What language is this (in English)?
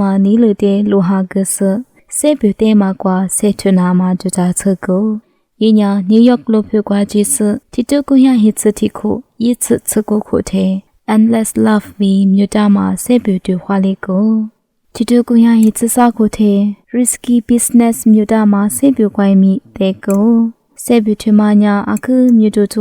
Lisu